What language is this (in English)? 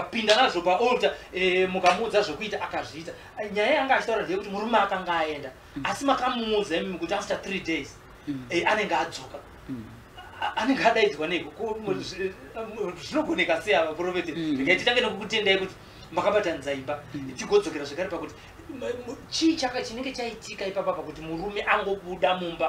Shona